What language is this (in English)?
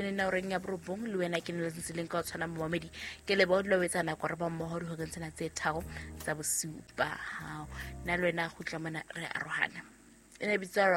Southern Sotho